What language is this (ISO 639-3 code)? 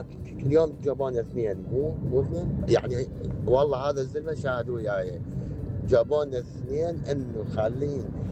acm